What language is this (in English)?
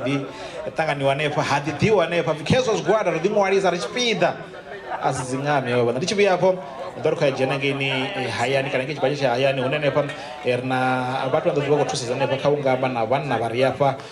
Venda